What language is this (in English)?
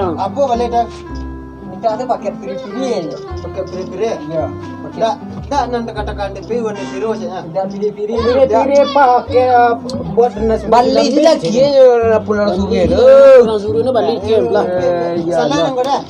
Minangkabau